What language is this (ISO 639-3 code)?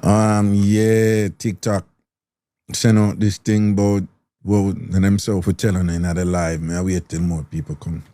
jam